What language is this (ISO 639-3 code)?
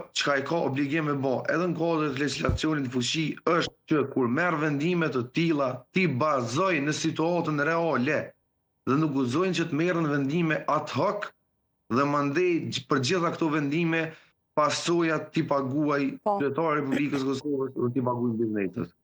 sqi